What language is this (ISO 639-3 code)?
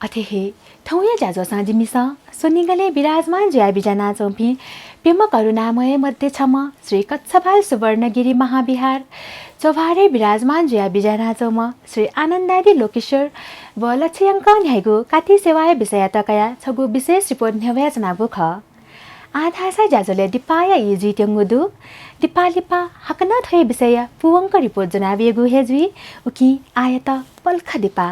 new